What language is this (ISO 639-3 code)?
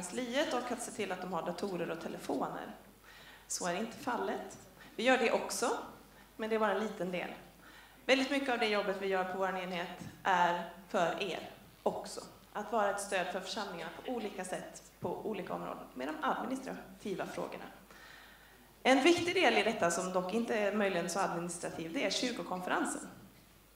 swe